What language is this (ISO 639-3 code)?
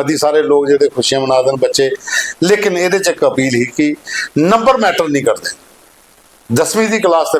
doi